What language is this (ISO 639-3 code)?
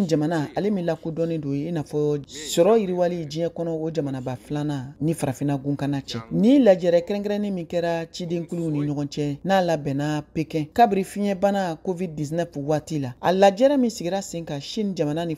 bam